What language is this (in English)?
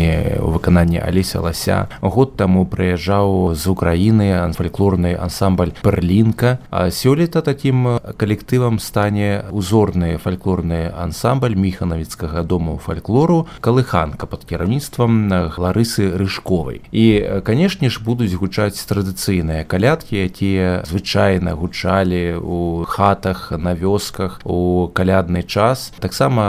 Belarusian